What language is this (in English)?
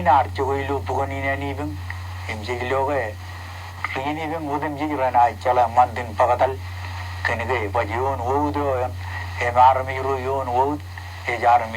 Marshallese